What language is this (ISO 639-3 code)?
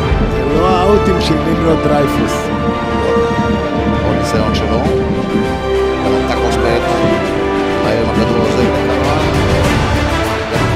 heb